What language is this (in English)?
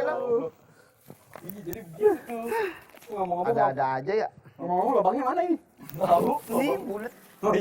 Betawi